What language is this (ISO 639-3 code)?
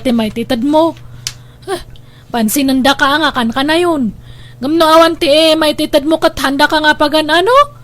ilo